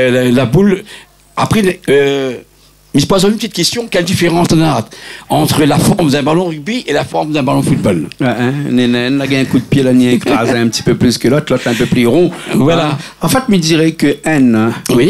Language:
Réunion Creole French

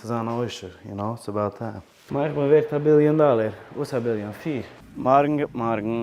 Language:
Yiddish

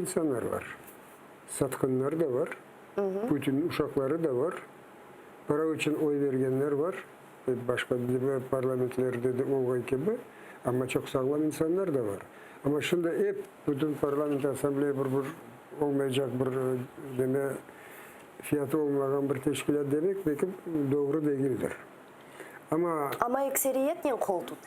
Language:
Crimean Tatar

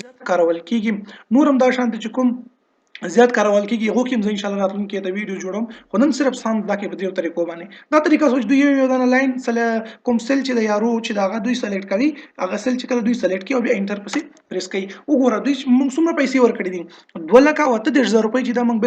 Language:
Pashto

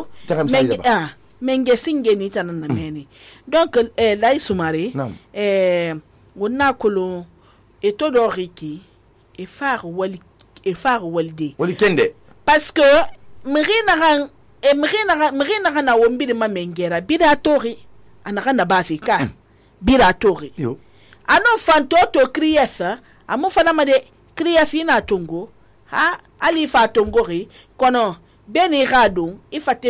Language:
Susu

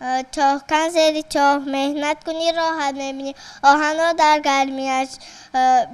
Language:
Tajik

